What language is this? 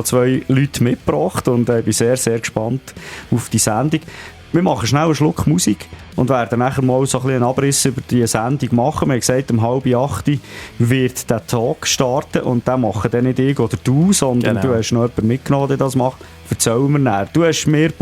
Swiss German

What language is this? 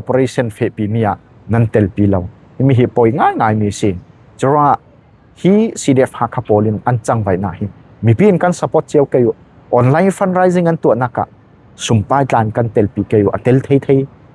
Falam Chin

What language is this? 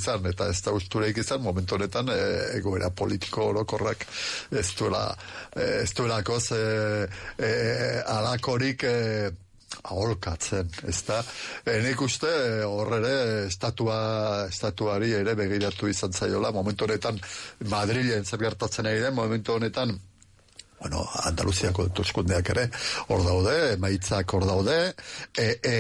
Basque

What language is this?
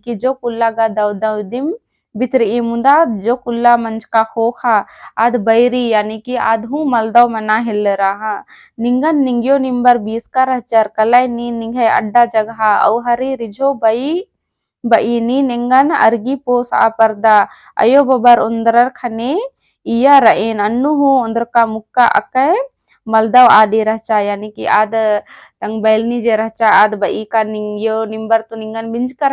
Kurukh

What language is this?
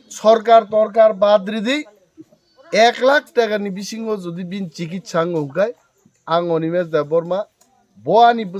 Kok Borok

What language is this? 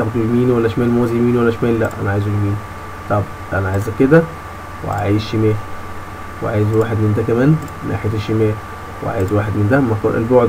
Egyptian Arabic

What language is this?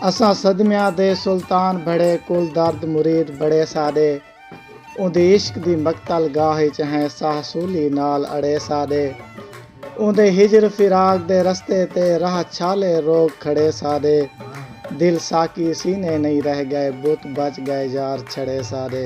Saraiki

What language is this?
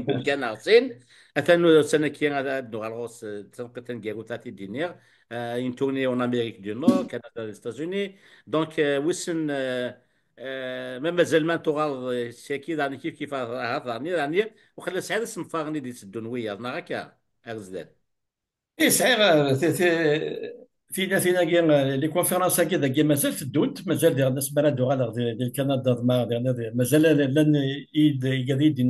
Kabyle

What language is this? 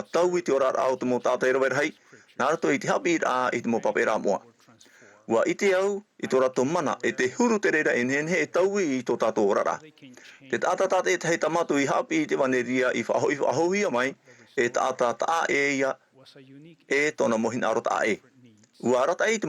Tahitian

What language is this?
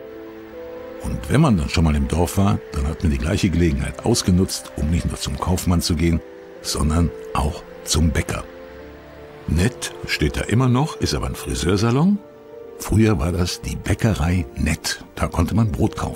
German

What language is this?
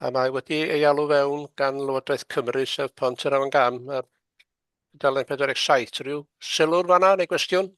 Welsh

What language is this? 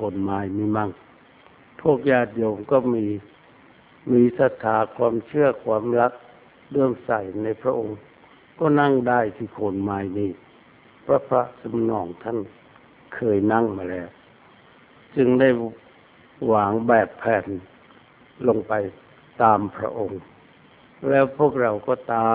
Thai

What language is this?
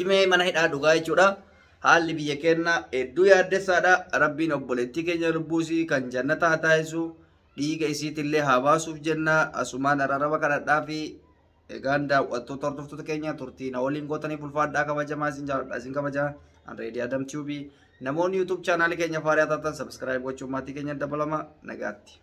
Oromo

